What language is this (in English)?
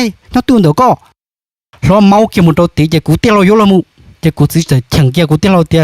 Hmong